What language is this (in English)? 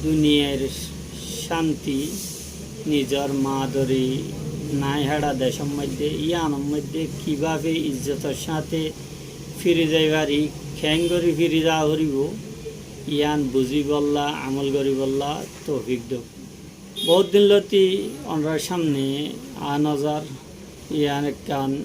Rohingya